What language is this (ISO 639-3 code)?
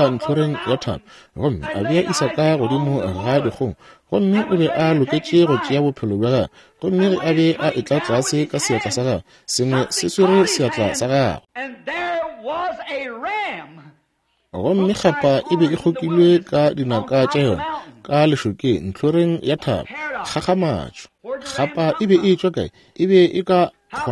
nso